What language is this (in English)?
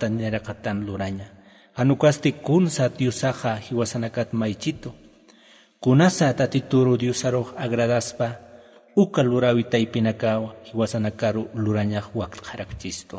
Aymara